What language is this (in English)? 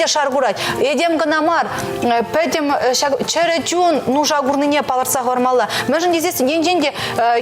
Chuvash